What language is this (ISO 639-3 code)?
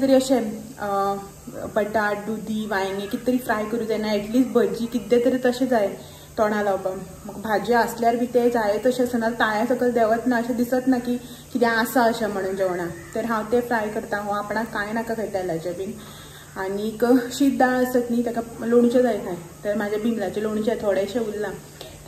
kok